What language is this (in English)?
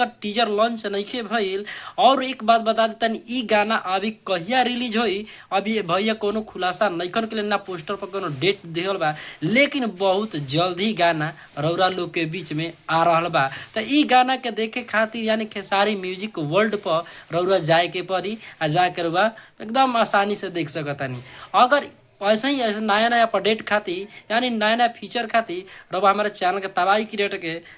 Bhojpuri